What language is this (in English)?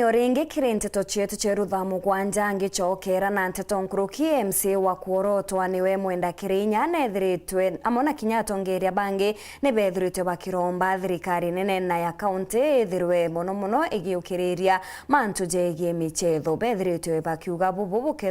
Meru